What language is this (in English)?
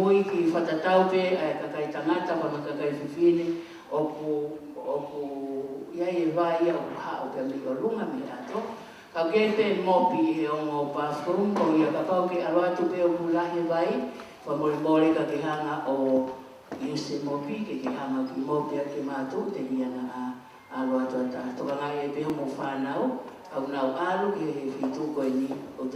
Tongan